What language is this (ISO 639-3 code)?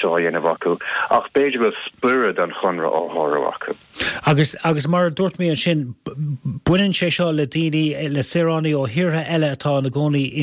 gle